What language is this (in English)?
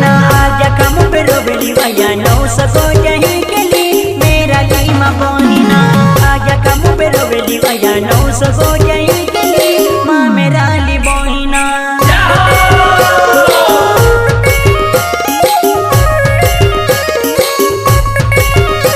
Bhojpuri